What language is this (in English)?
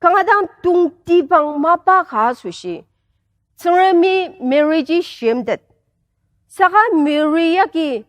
Ao Naga